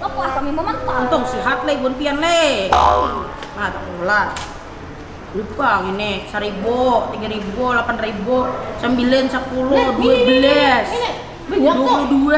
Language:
Banjar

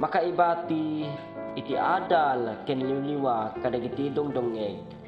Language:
Iloko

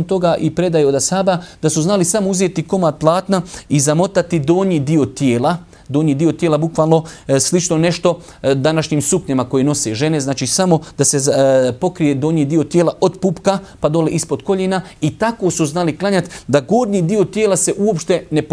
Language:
Bosnian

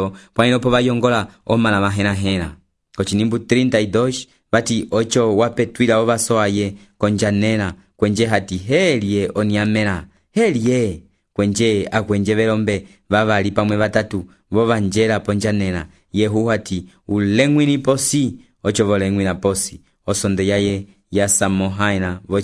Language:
Umbundu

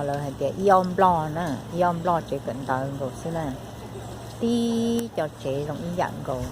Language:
Hmong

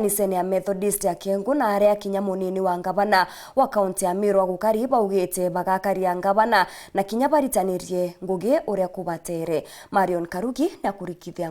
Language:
Meru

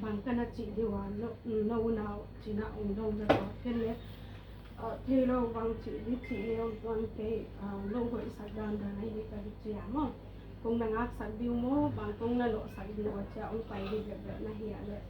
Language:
Tedim Chin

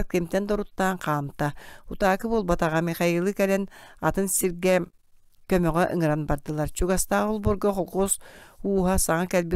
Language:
Yakut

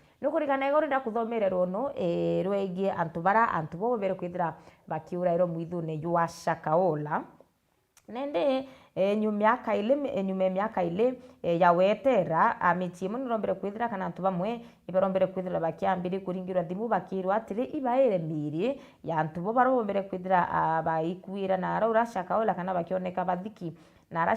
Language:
Meru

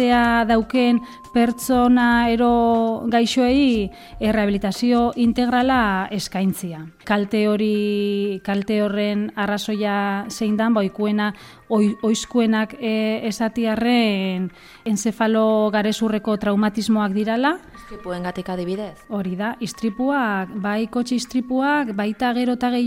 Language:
Basque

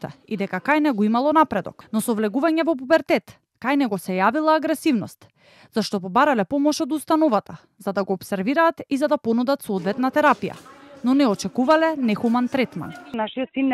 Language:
Macedonian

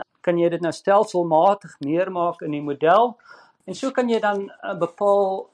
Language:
Afrikaans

